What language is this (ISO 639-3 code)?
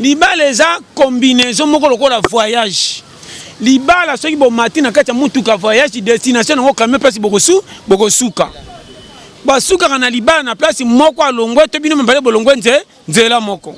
lin